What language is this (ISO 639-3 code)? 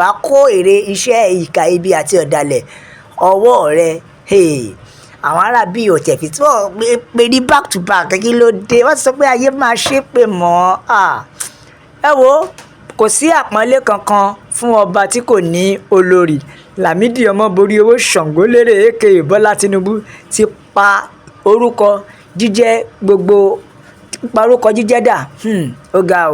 yor